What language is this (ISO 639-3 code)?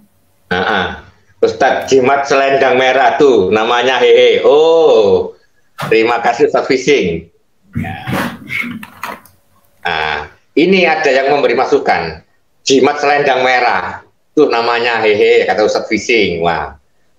ind